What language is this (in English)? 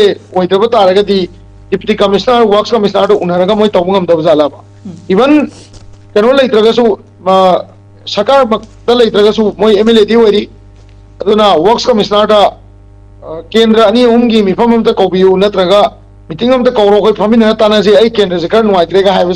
Manipuri